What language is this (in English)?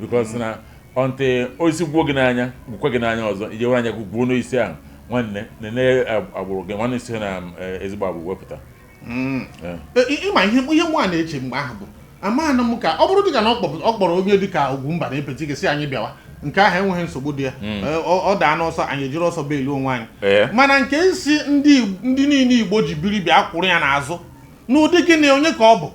Igbo